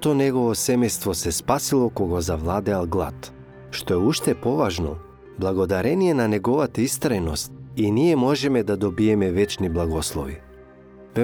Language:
Macedonian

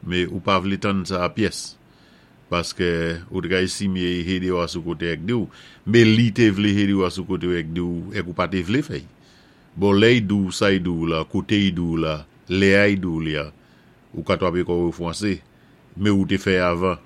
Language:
Saint Lucian Creole French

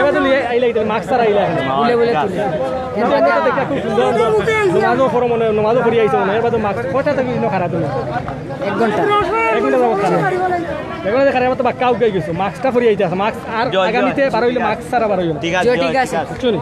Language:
Sylheti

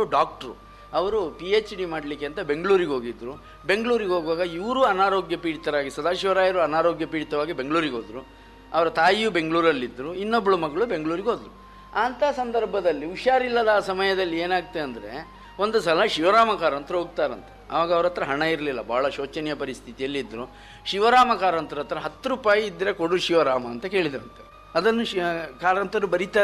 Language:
Kannada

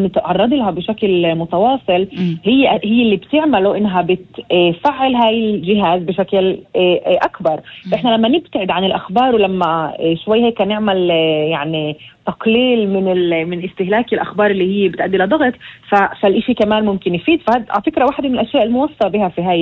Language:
North Levantine Arabic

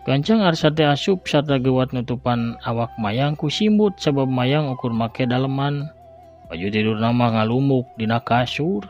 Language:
Sundanese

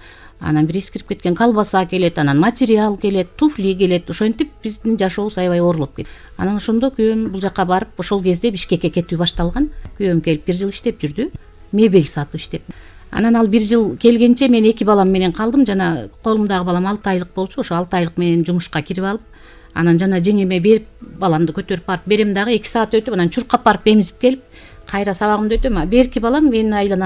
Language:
Kyrgyz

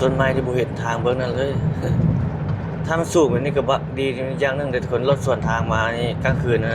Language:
Lao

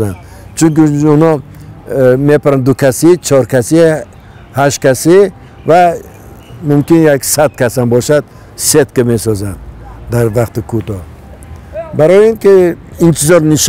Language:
Tajik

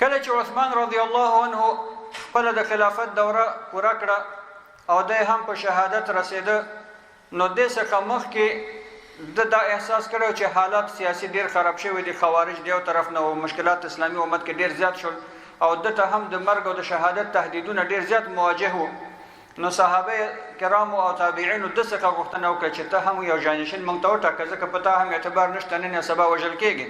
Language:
Pashto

